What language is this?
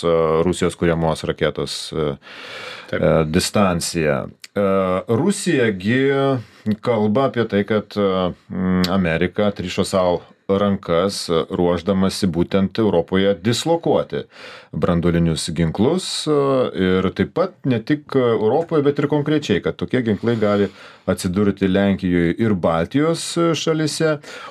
Lithuanian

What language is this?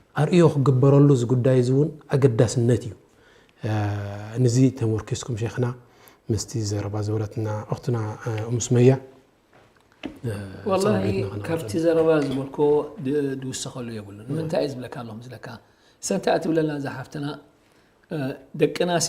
Tigrinya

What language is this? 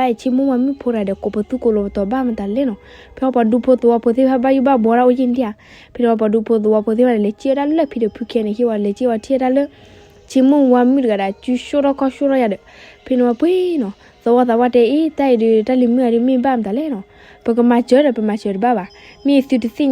S'gaw Karen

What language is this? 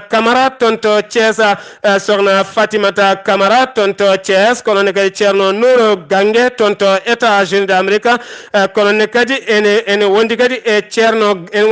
Fula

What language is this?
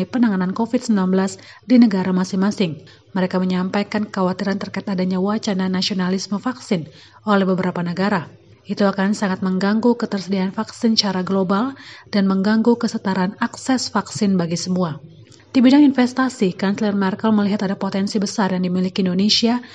Indonesian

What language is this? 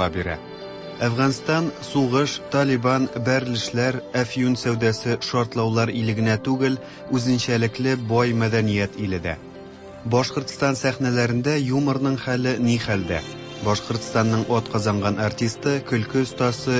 Tatar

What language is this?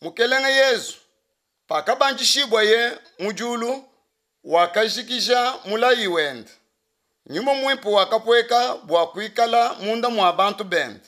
Luba-Lulua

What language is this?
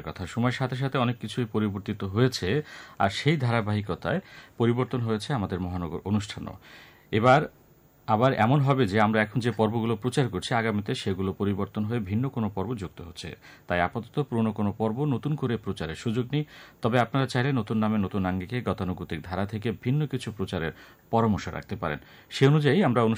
Bangla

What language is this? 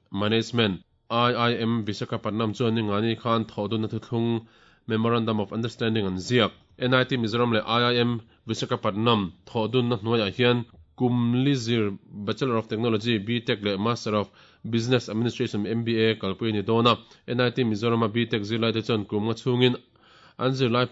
Mizo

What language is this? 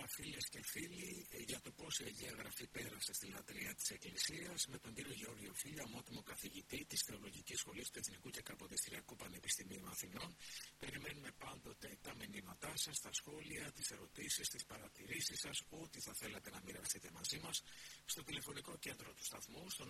Greek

